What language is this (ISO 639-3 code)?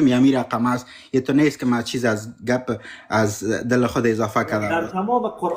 fas